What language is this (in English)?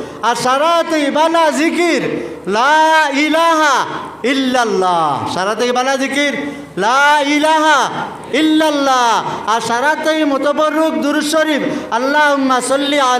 Sylheti